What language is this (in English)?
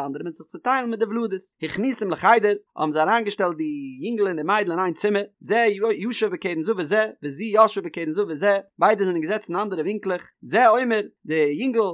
Yiddish